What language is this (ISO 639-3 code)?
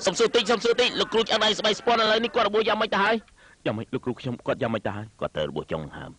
khm